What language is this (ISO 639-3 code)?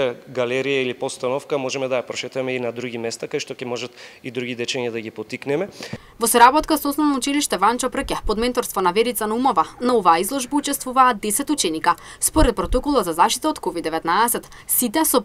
mkd